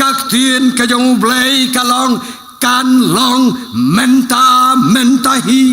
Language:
Khasi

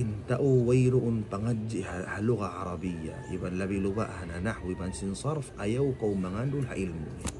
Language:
Tausug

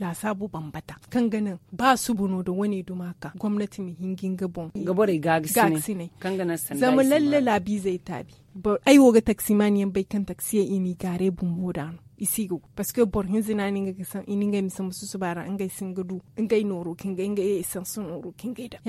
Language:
Zarma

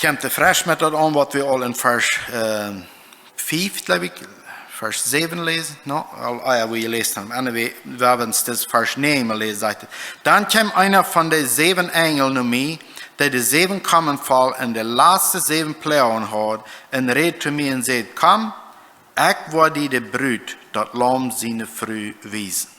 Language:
Plautdietsch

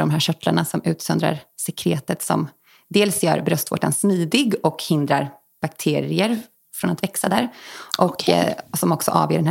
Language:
Swedish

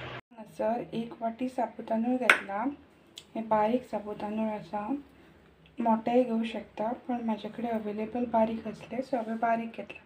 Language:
Konkani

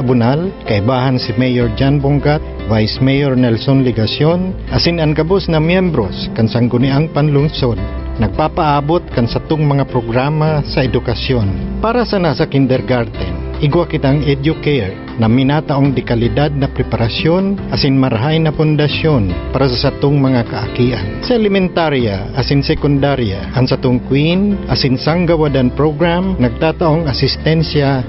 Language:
Bikol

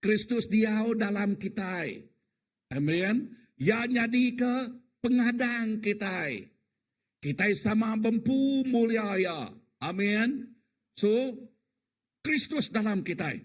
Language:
Iban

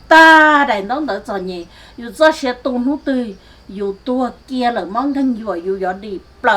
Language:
Hmong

